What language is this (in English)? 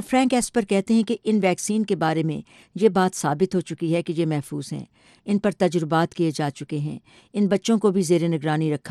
Urdu